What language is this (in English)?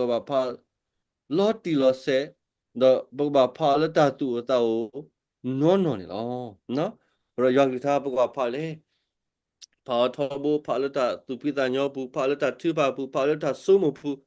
S'gaw Karen